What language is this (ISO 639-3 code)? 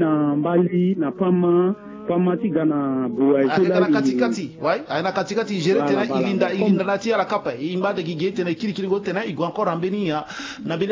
sag